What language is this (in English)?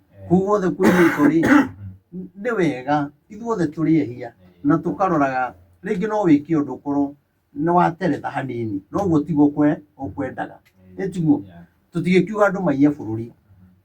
Kikuyu